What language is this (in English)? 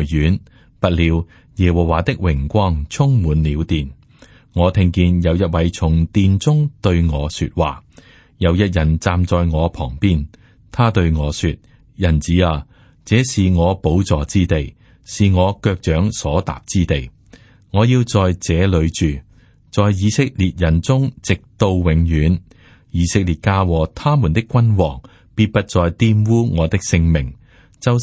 Cantonese